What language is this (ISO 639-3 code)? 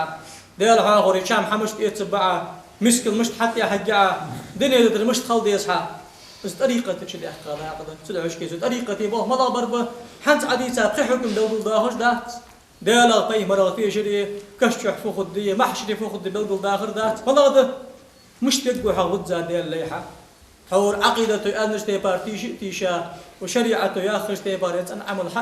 inh